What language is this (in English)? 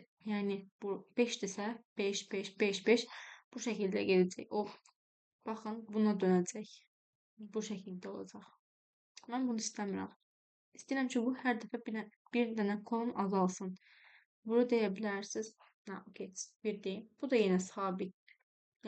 Azerbaijani